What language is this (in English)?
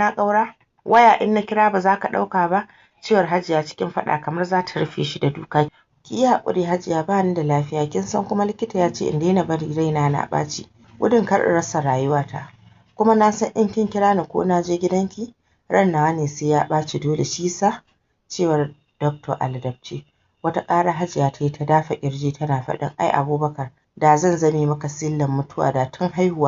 Hausa